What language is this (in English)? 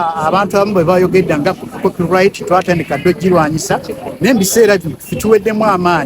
Ganda